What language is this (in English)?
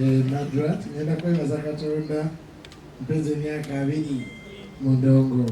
Ganda